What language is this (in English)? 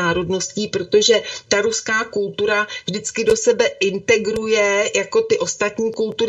Czech